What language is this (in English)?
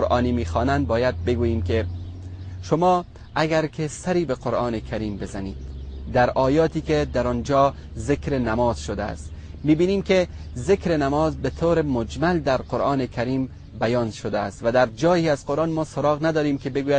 Persian